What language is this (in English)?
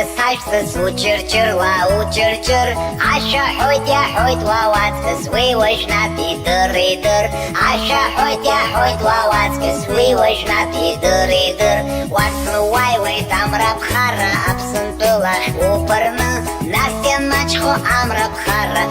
Abkhazian